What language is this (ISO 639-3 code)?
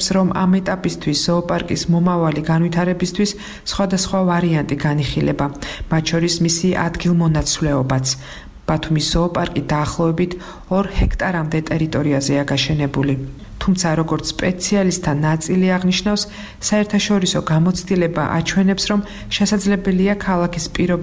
kat